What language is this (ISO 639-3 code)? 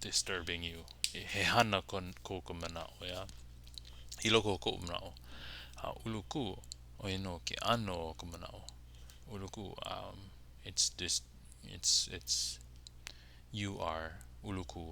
haw